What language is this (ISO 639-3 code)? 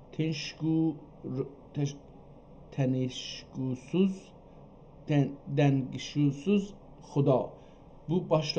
azb